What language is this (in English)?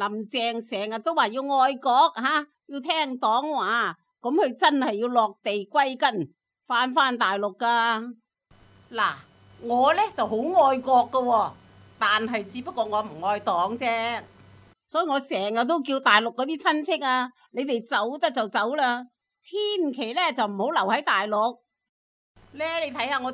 Cantonese